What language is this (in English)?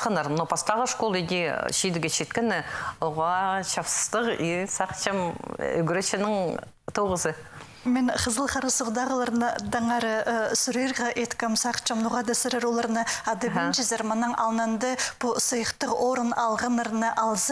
Khakas